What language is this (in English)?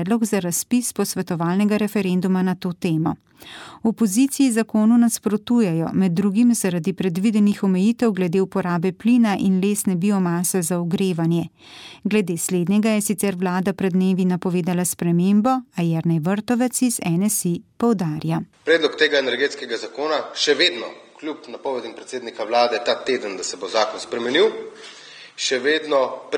Slovenian